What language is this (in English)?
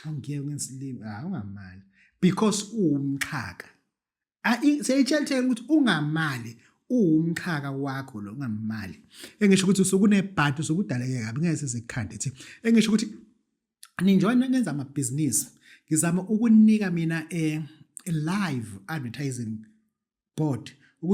Zulu